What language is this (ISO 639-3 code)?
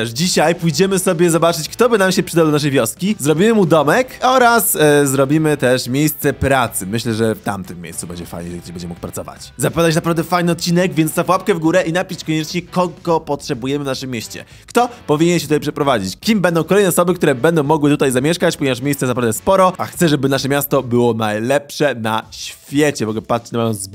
pol